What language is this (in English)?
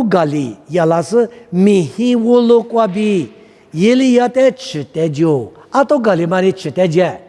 Lisu